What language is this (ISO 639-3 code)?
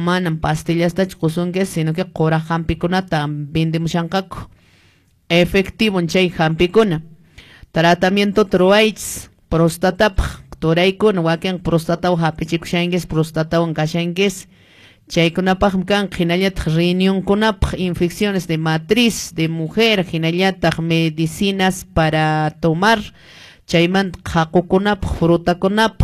que